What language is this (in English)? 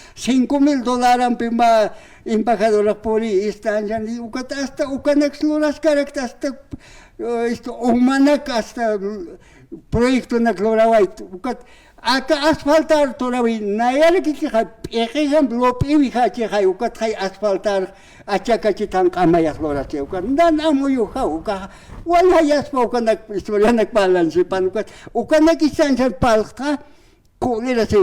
Aymara